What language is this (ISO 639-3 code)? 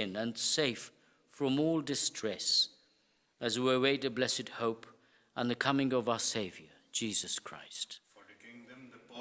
eng